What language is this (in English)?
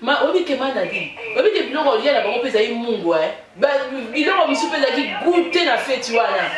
Lingala